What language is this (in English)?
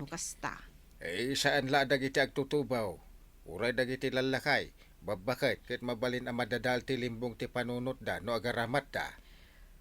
Iloko